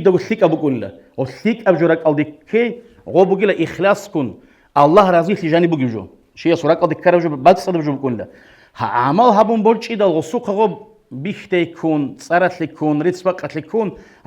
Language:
Avaric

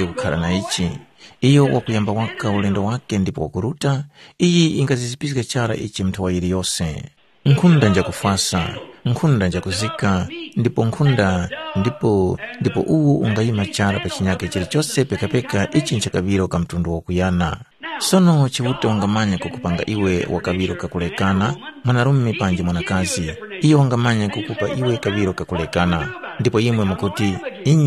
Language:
Tumbuka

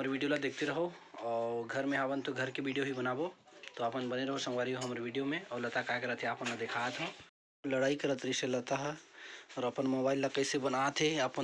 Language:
Chhattisgarhi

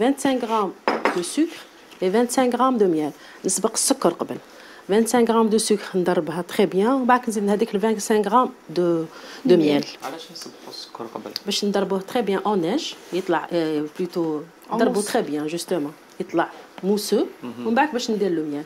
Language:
Algerian Arabic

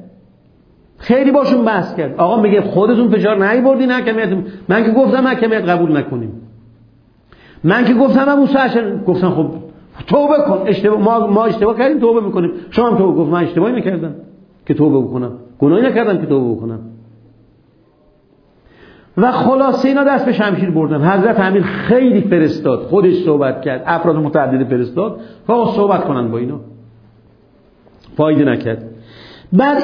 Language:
Persian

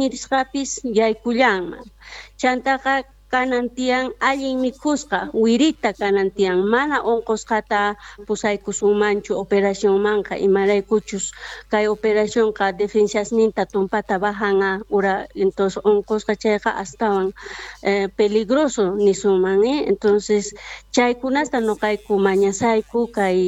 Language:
South Bolivian Quechua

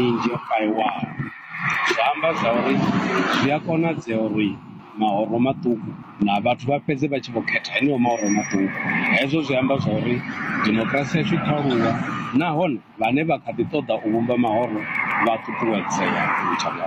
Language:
Venda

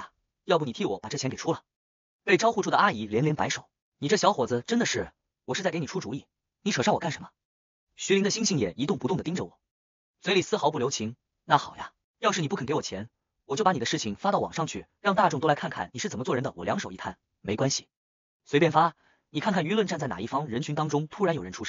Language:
Chinese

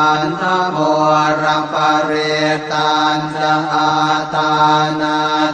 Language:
Pali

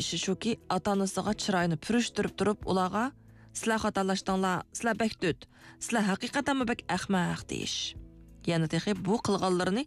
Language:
Uyghur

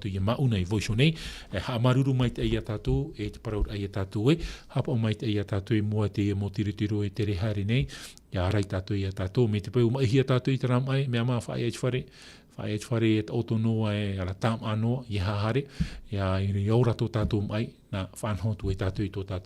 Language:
Tahitian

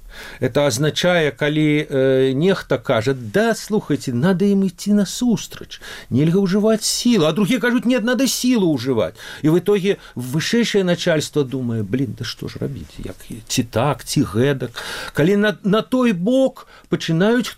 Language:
Belarusian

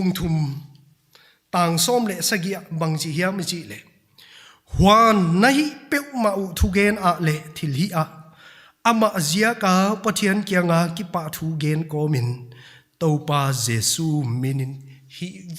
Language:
Paite Chin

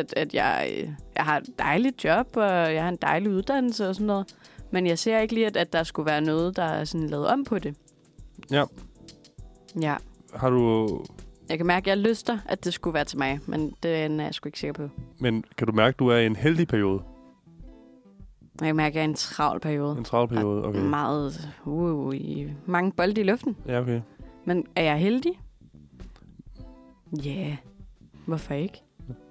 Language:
Danish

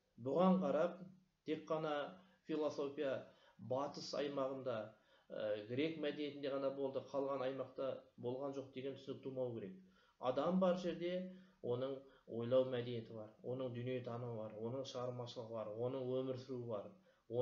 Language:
Kazakh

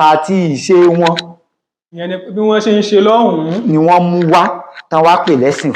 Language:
Yoruba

